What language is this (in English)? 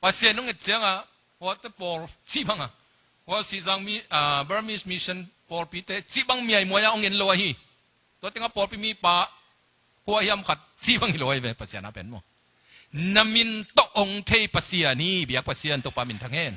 Tedim Chin